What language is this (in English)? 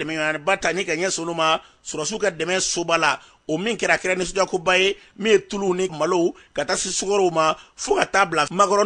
Bambara